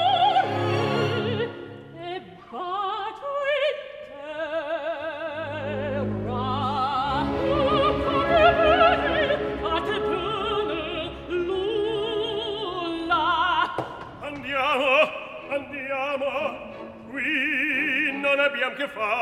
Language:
Italian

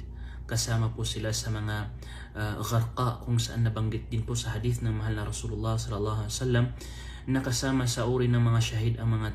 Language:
Maranao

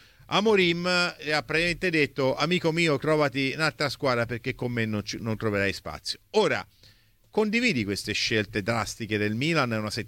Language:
Italian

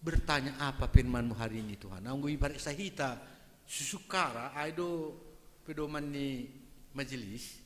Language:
Batak Simalungun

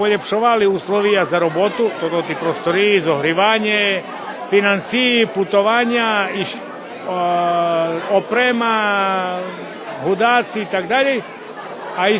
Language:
Rusyn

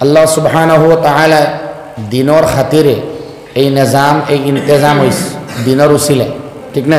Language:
Sylheti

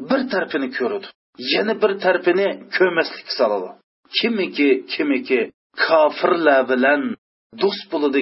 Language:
Uyghur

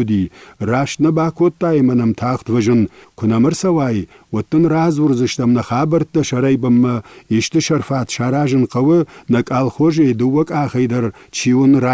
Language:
Ossetic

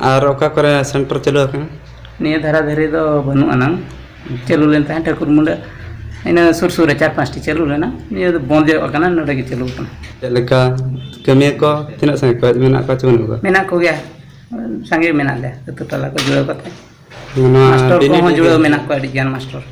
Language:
Santali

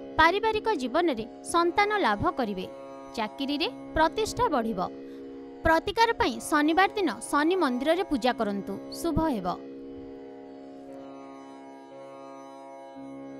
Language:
Odia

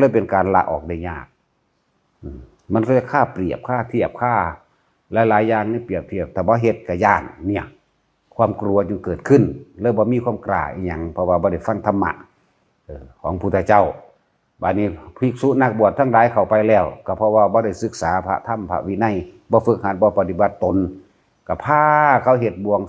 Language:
Lao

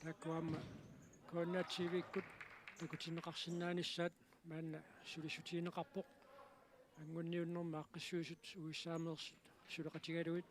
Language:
Kalaallisut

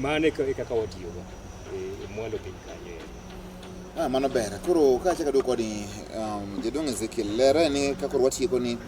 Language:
Luo (Kenya and Tanzania)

